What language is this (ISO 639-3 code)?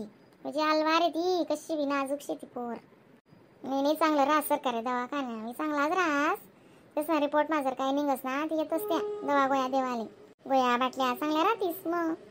khn